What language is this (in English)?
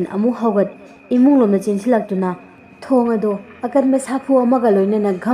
Manipuri